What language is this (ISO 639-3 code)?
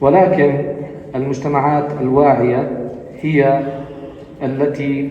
apc